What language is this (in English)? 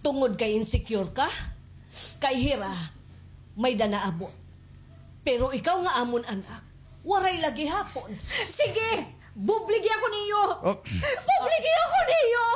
Waray